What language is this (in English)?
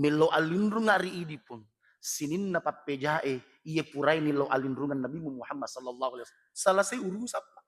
Buginese